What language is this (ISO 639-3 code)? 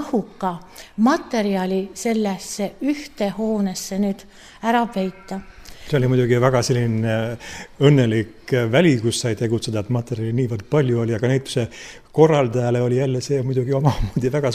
est